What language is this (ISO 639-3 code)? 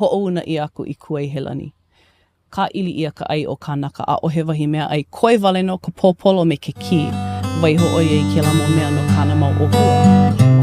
haw